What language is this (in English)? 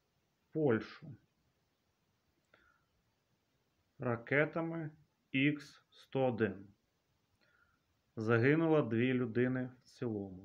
Ukrainian